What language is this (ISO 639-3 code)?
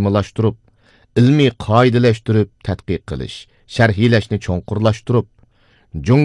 uig